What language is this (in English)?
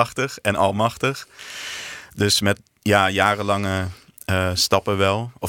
Dutch